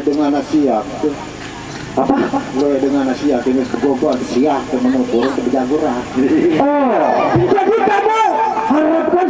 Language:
Sasak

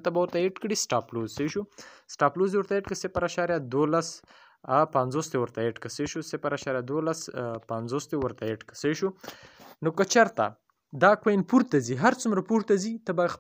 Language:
Pashto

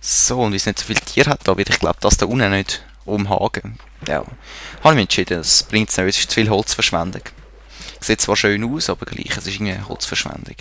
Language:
Swiss German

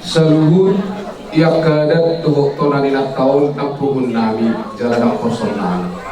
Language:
Batak Toba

